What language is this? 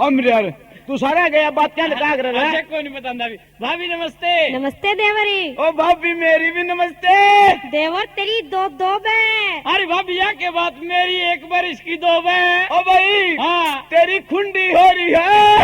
Haryanvi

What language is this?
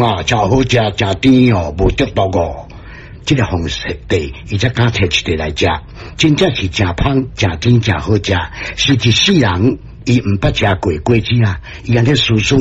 Min Nan Chinese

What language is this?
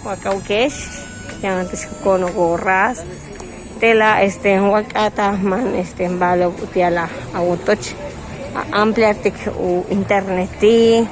Yucateco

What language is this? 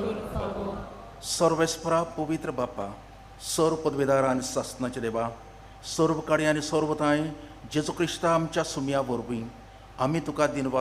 Konkani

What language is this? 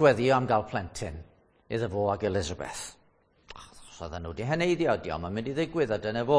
Welsh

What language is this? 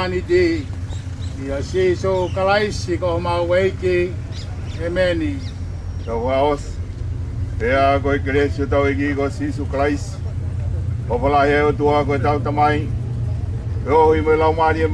Tongan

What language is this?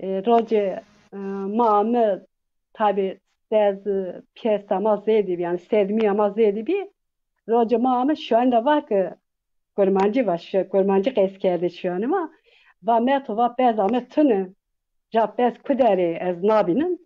Zaza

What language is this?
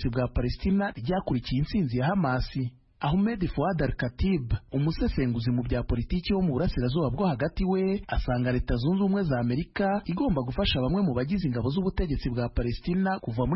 Kinyarwanda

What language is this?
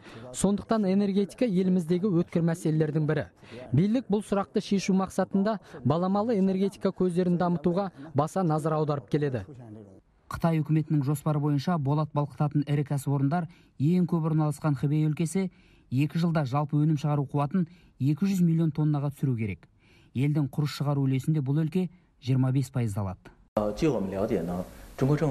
Kazakh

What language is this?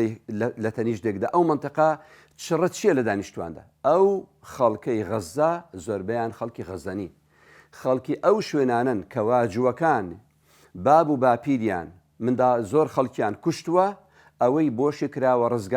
Central Kurdish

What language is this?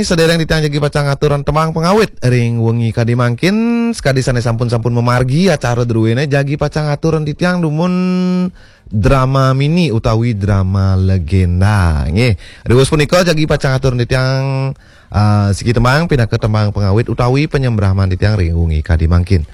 Balinese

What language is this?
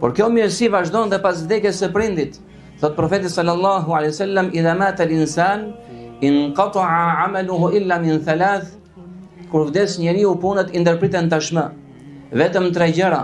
Albanian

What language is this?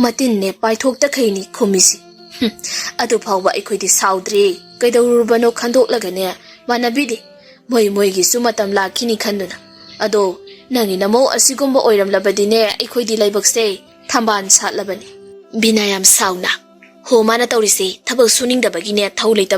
Manipuri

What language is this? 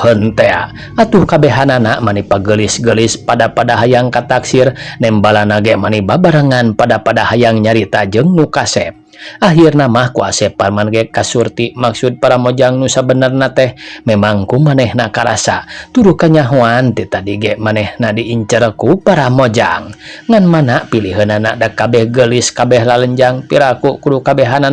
Sundanese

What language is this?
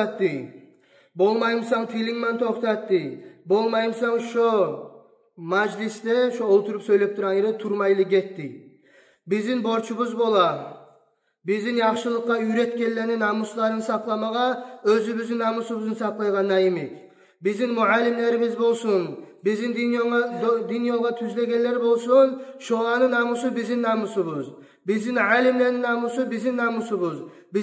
Kumyk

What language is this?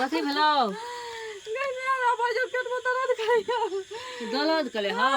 Maithili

